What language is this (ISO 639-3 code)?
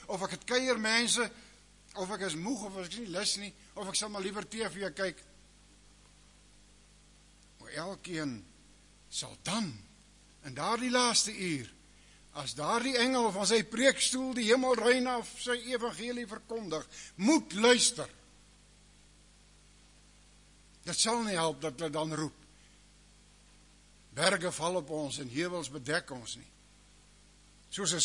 afr